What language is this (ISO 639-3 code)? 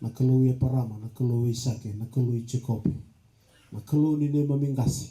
fij